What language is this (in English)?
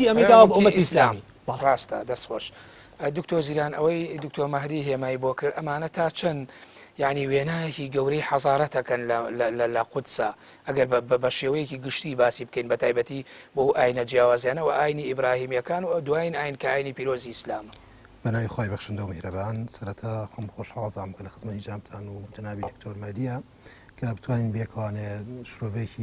Central Kurdish